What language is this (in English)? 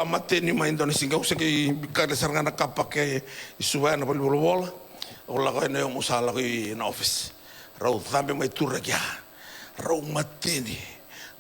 Fijian